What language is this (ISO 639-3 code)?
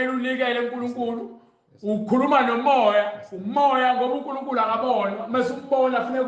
zul